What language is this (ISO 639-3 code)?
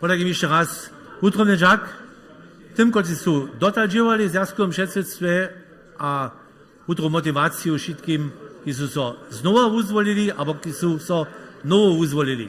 hsb